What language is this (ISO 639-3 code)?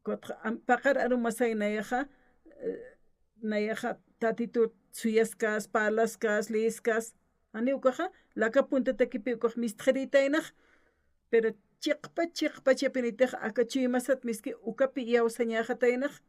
aym